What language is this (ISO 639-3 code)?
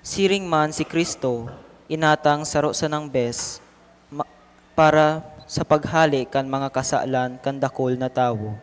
bik